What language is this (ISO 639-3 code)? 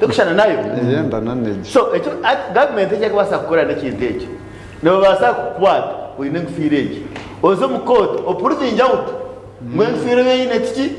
nyn